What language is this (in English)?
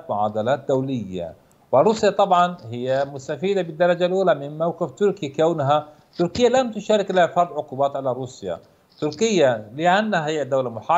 Arabic